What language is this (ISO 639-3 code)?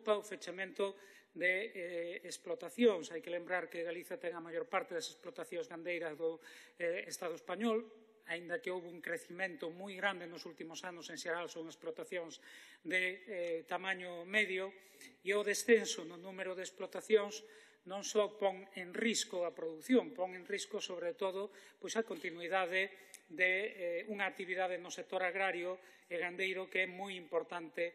glg